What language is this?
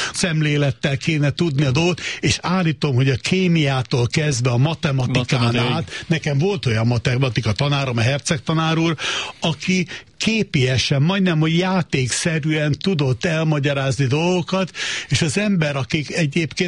Hungarian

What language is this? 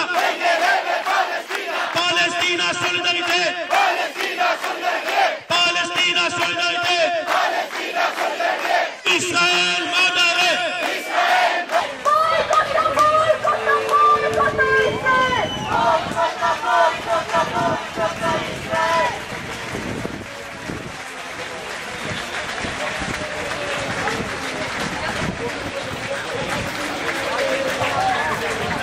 Swedish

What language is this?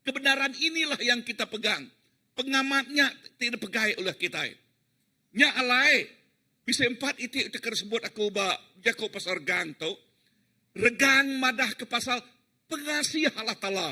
Iban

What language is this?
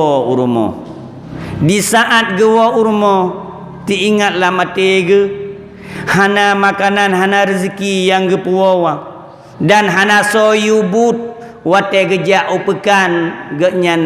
Achinese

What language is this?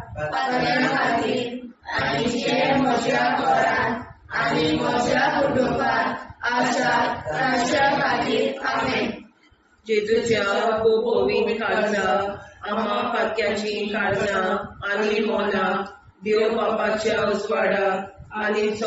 Konkani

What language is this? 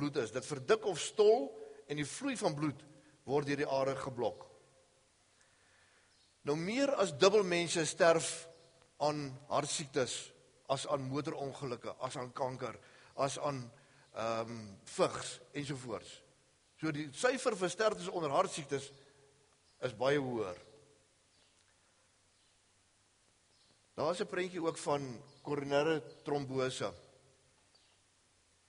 Afrikaans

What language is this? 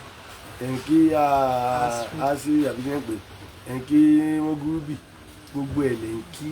Yoruba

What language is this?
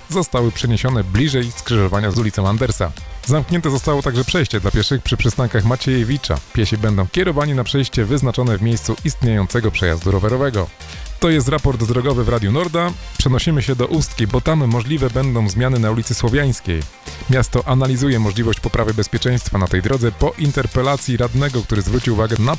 Polish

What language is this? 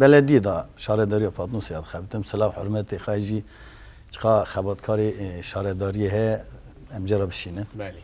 Kurdish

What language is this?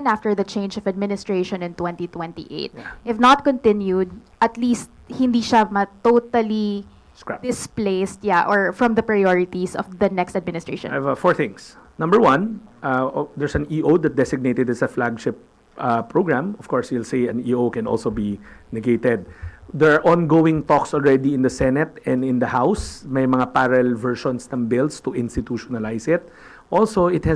Filipino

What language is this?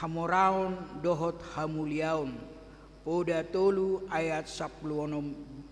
Batak Toba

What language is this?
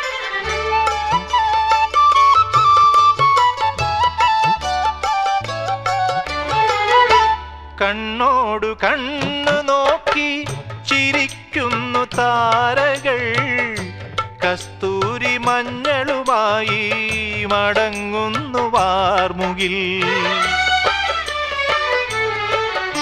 Malayalam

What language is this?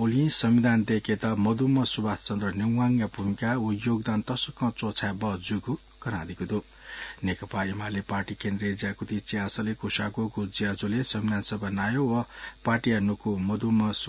Newari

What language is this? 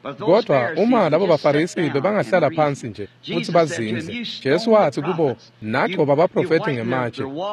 Swati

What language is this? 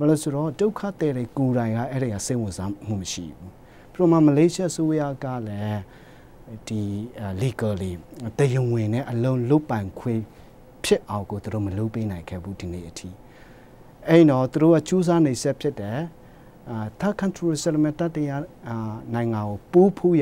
Burmese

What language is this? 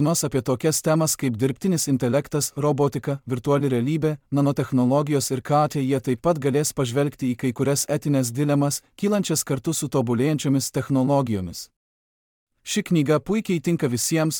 Lithuanian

